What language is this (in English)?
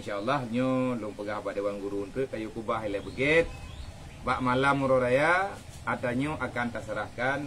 Achinese